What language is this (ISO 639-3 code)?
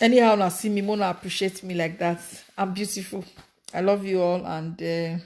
pcm